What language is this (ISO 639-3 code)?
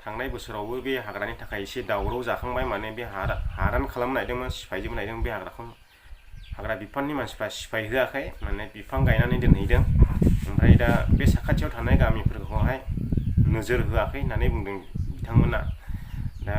brx